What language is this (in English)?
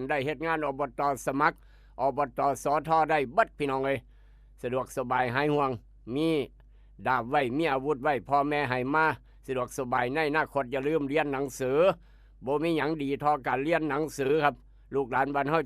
Northeastern Thai